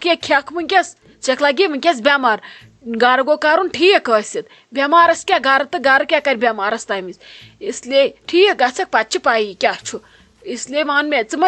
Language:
Kashmiri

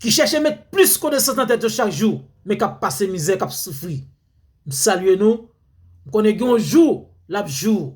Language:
Haitian Creole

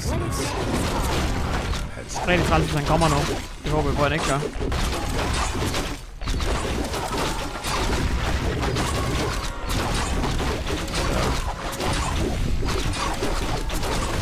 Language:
Danish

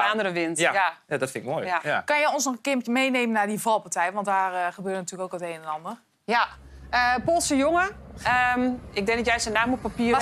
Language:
Dutch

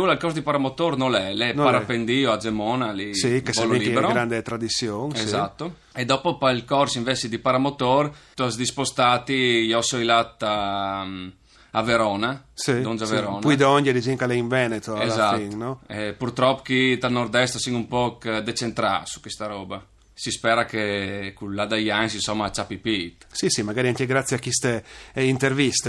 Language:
Friulian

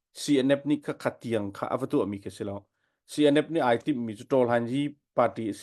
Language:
Hakha Chin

